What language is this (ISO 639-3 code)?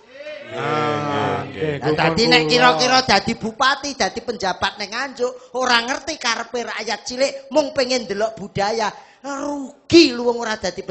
jav